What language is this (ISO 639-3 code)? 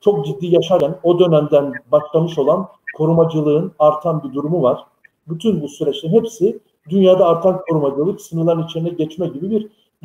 tur